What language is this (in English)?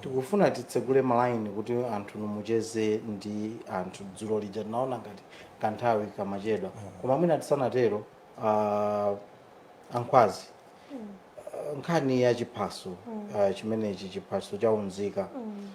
Nyanja